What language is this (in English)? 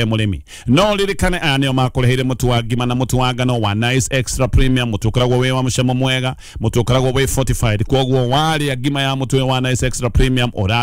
Kikuyu